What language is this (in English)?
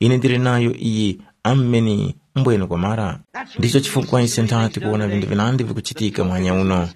Tumbuka